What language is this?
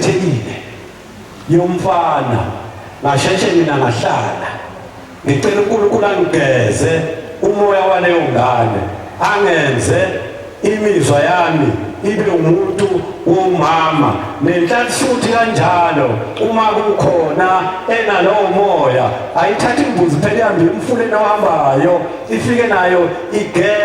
Zulu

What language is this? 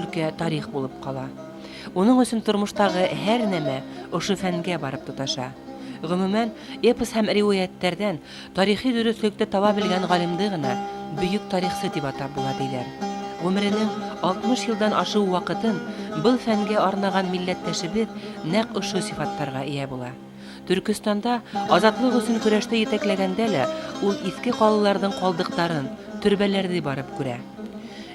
Bashkir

